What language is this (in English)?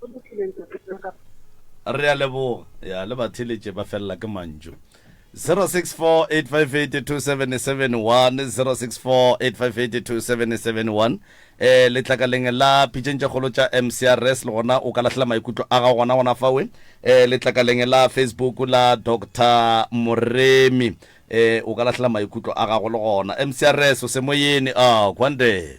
Northern Sotho